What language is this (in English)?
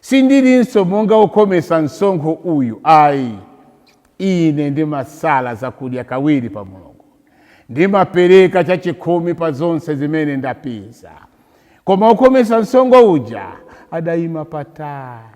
Nyanja